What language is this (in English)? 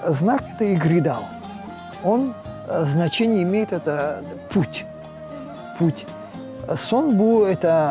Crimean Tatar